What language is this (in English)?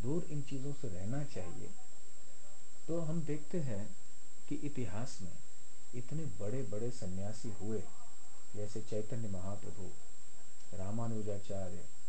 Hindi